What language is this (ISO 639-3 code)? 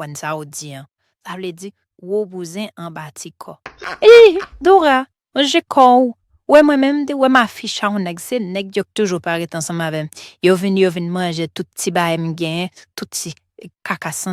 hat